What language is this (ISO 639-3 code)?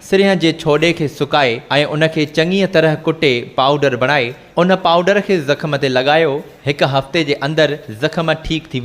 snd